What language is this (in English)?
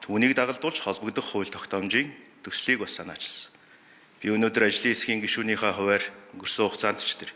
Mongolian